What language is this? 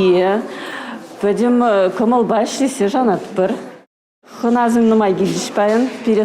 Chuvash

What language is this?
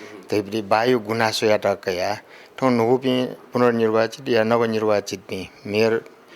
Newari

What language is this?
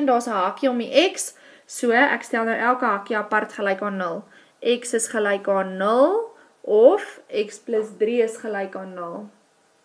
Afrikaans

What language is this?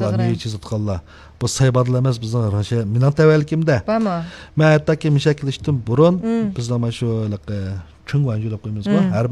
Uyghur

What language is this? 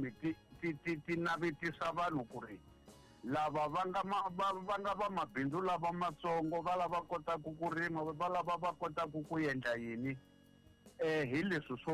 Tsonga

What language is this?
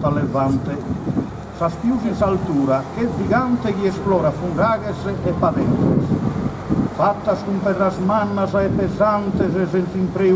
Sardinian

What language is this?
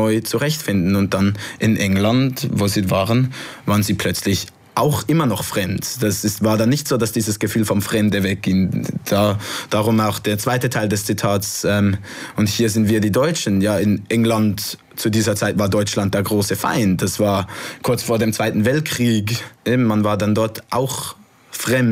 German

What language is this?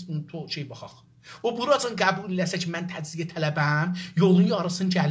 South Azerbaijani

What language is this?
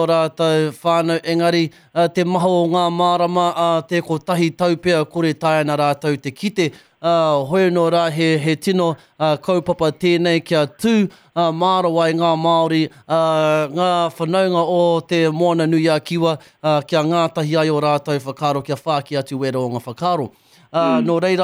Māori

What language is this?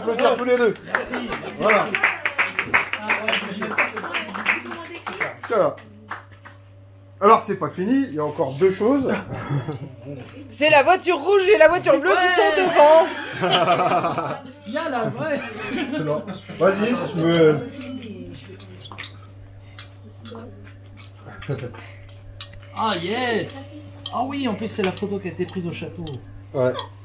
French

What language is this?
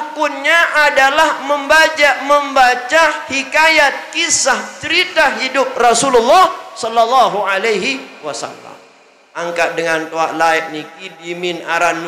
Sasak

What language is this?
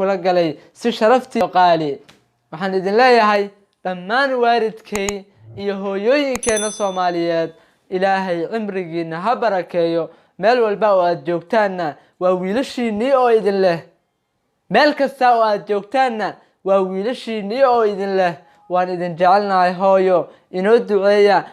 Somali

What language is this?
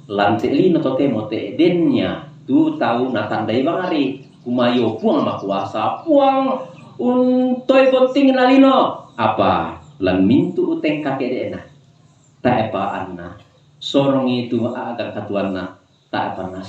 Toraja-Sa'dan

